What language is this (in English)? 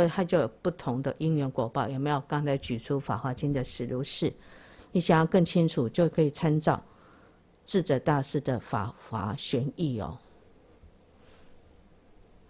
Chinese